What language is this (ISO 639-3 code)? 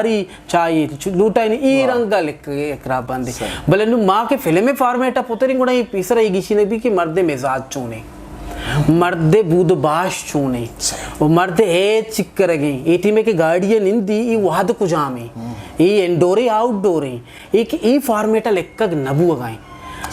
bgp